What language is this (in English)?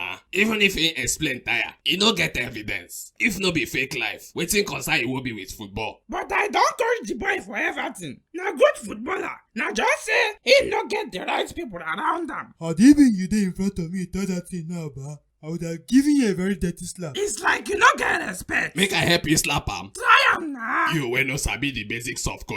Nigerian Pidgin